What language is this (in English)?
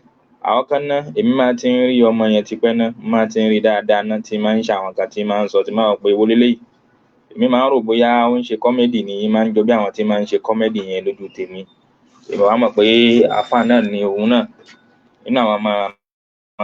Yoruba